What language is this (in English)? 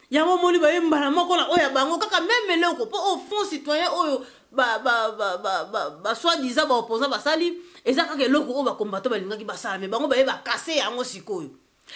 Lingala